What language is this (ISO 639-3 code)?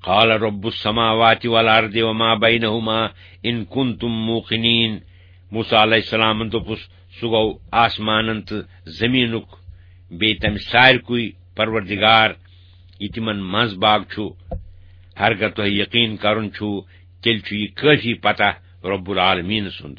kas